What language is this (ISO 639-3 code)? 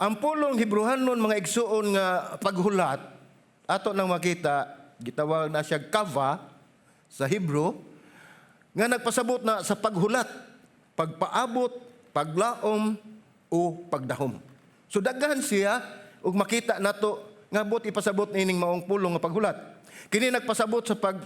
ceb